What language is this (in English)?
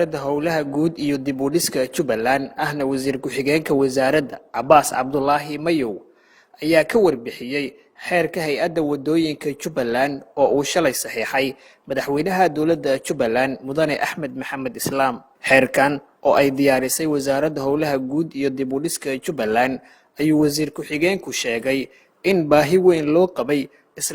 Somali